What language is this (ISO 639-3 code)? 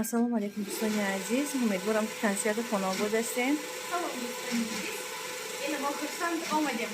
tgk